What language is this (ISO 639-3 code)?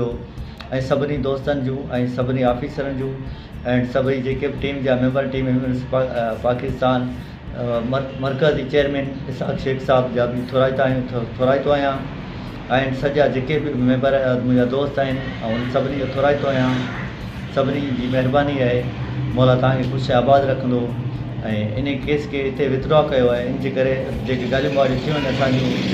snd